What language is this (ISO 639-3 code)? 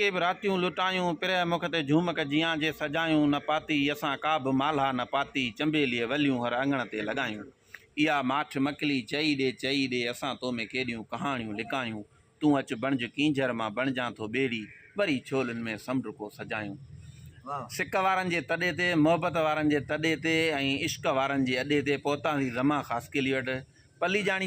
snd